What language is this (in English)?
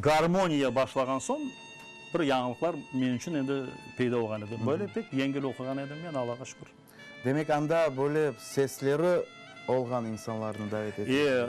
Crimean Tatar